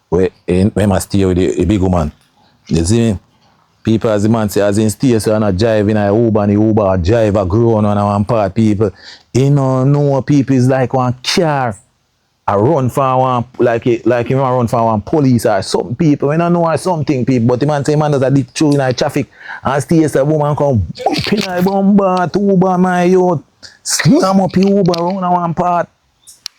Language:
Jamaican Creole English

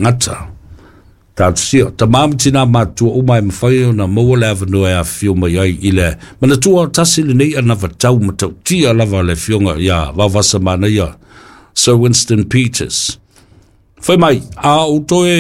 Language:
Samoan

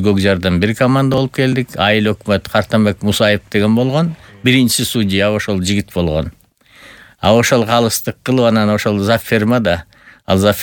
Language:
Kyrgyz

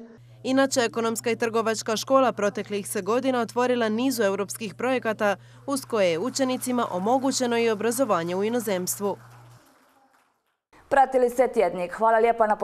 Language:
Croatian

